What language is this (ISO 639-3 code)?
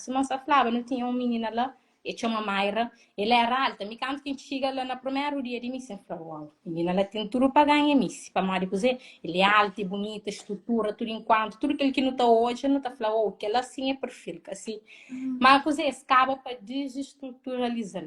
kea